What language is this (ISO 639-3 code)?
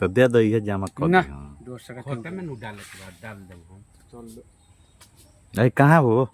bho